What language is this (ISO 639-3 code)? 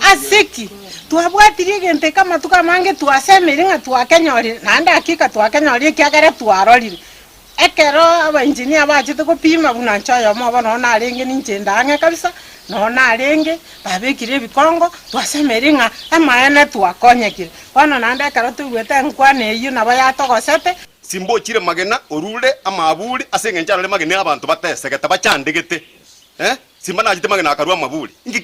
guz